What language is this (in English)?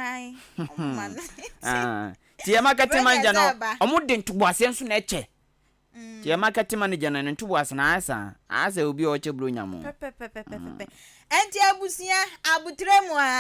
Akan